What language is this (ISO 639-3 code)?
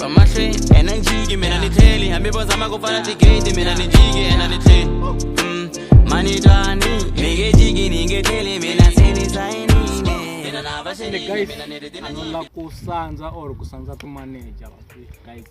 tso